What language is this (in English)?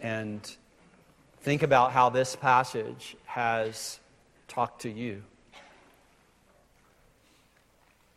English